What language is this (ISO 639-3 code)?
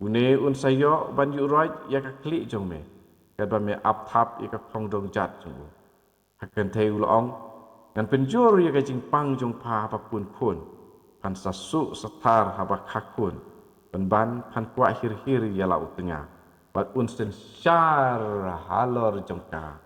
kha